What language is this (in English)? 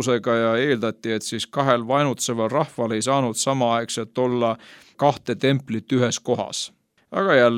Estonian